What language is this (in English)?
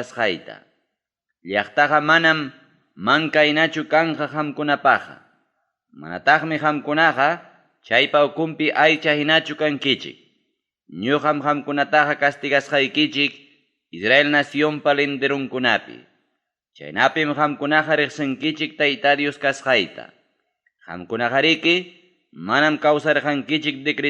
Ayacucho Quechua